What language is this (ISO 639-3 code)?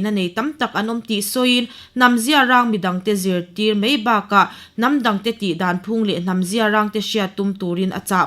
lus